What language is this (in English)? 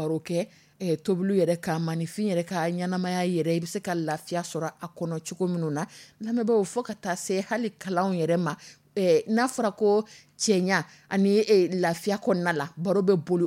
Dyula